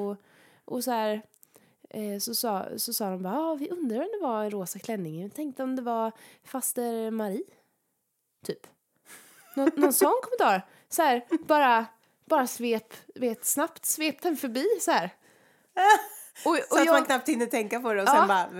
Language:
Swedish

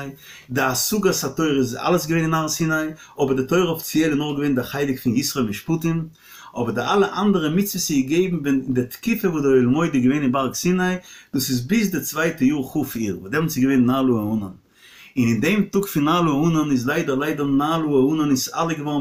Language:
Yiddish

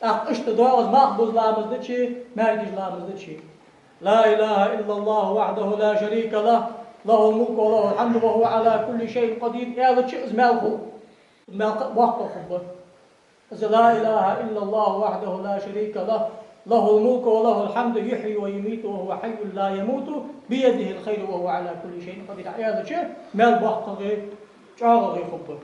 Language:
Ingush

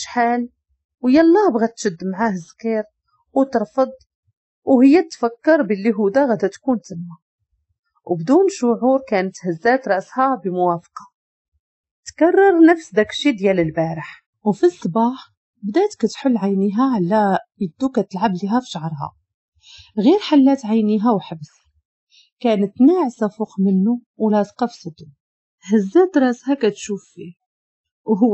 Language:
Moroccan Arabic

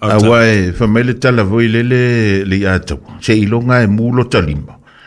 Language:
Samoan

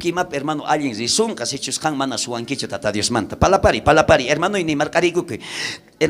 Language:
South Bolivian Quechua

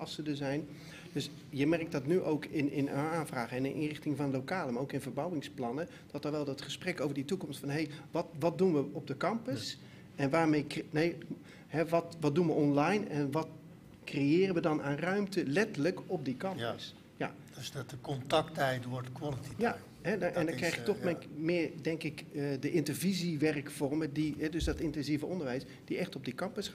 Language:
Dutch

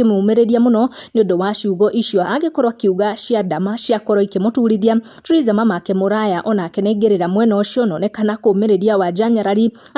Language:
Kikuyu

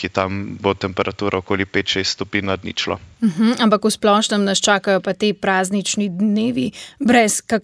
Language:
Slovenian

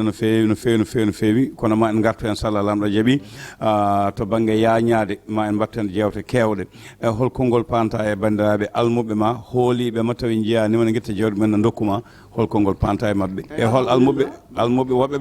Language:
Fula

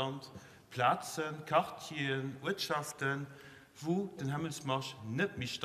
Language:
Luxembourgish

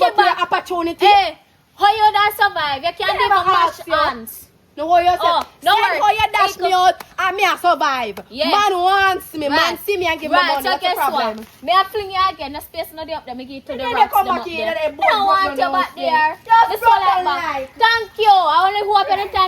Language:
Jamaican Creole English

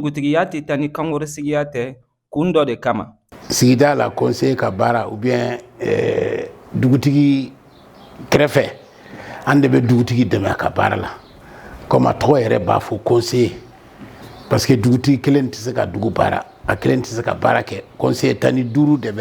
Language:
Bambara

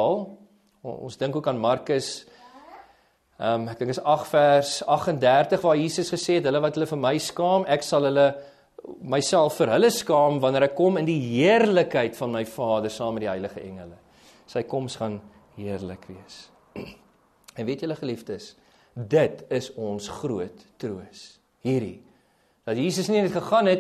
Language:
Afrikaans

